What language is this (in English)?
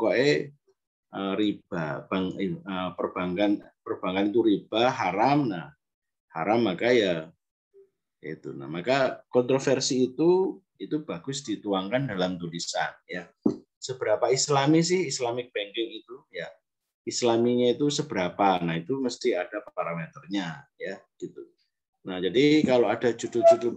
Indonesian